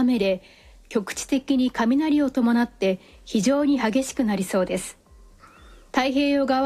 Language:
Japanese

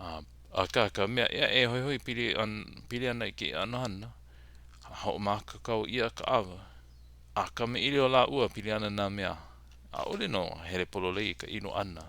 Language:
Hawaiian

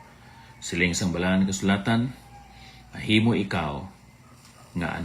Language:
Hiligaynon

